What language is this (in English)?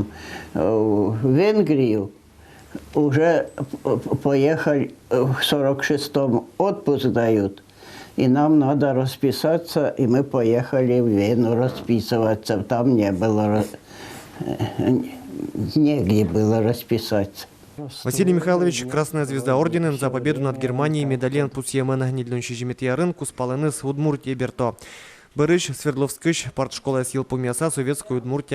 Udmurt